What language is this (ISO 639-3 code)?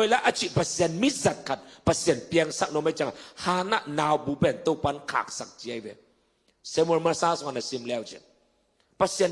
ctd